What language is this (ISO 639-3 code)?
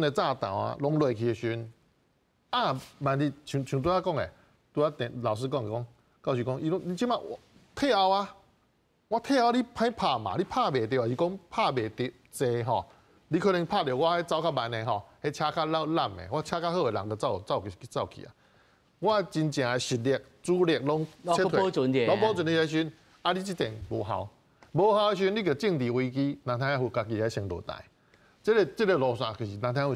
nan